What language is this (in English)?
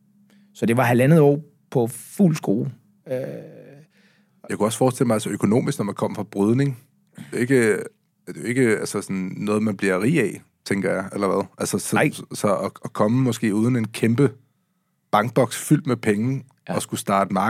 Danish